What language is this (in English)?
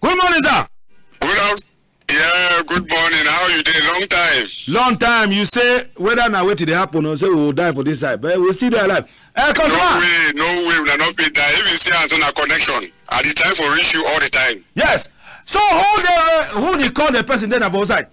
Cameroon Pidgin